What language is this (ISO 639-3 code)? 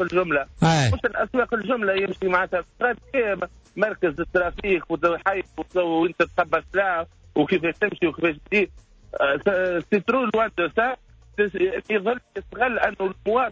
aeb